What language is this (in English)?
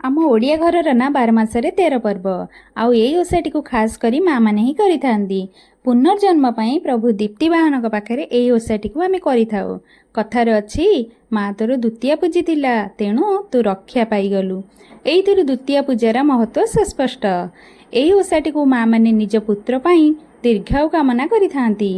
Odia